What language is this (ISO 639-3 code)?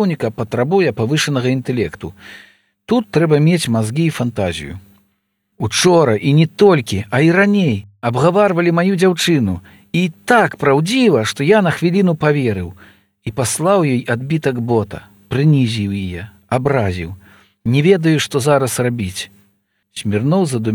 bel